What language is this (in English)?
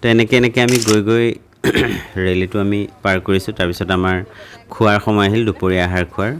Assamese